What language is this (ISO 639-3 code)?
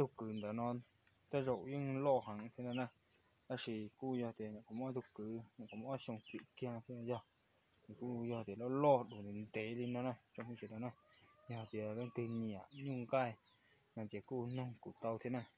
hmn